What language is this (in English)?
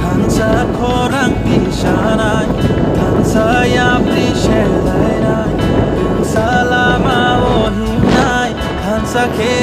Kok Borok